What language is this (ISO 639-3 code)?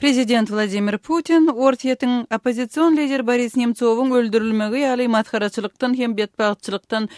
tuk